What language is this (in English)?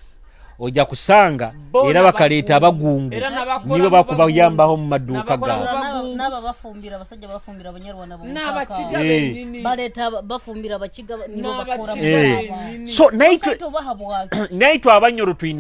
Nyoro